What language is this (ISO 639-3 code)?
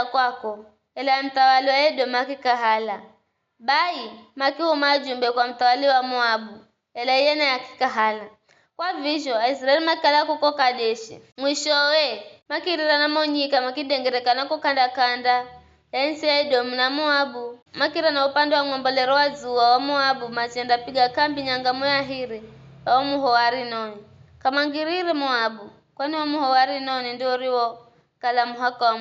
nyf